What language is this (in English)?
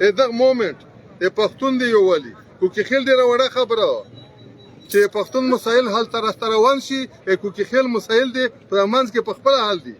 Pashto